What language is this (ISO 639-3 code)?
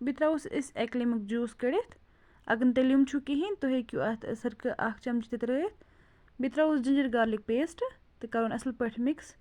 kas